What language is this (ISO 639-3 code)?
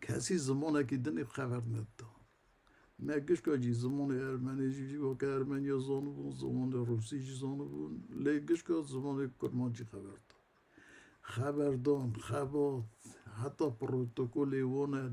kur